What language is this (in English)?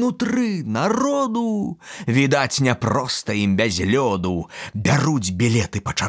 Belarusian